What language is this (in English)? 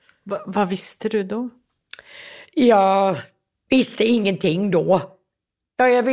Swedish